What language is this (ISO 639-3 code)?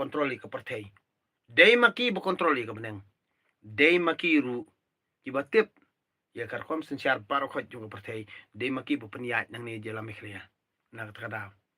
kha